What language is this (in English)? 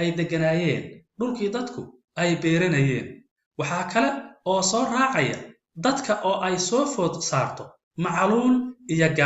Somali